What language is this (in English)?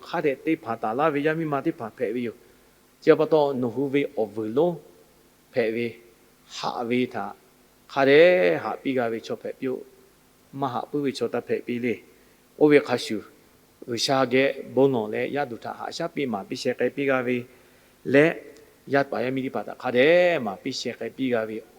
Lahu